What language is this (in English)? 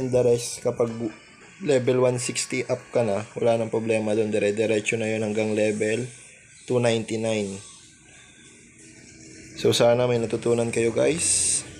Filipino